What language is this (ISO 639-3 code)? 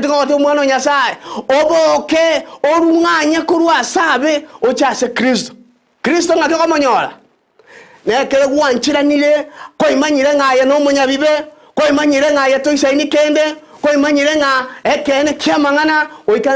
guz